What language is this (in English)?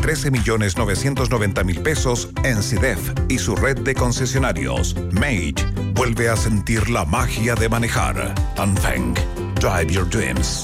Spanish